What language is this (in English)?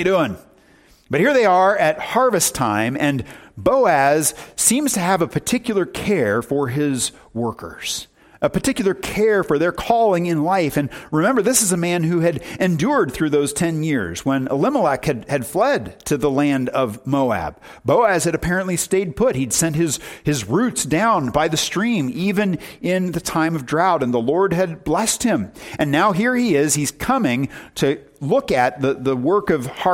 English